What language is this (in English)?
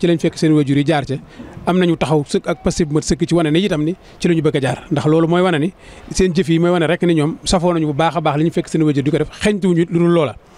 Wolof